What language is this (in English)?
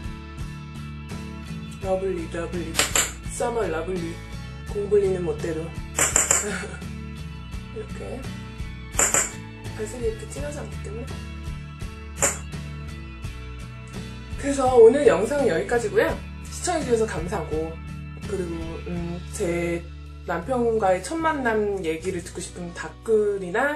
Korean